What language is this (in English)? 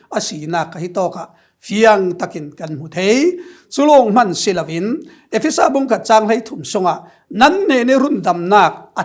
Falam Chin